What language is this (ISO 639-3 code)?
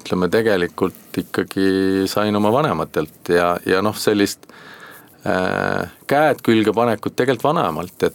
est